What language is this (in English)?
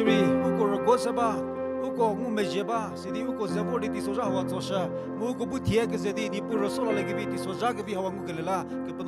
Angami Naga